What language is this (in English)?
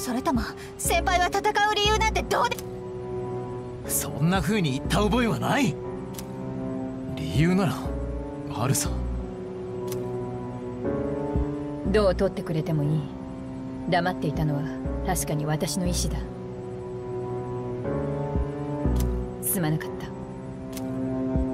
Japanese